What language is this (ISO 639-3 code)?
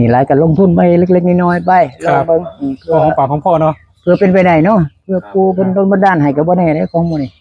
tts